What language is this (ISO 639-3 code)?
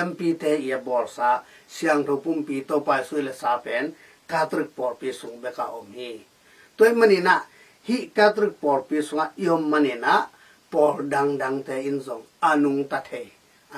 ctd